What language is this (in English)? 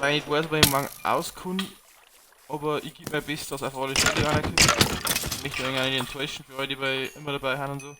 Bavarian